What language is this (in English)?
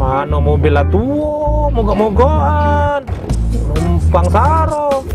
Musi